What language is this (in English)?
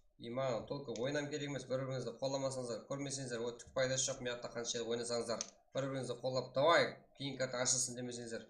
Kara-Kalpak